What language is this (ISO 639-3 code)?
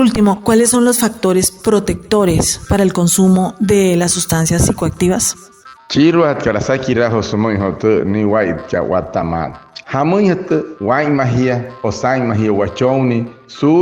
guc